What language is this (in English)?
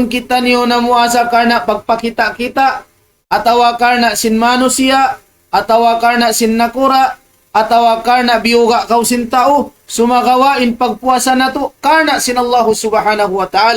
Tausug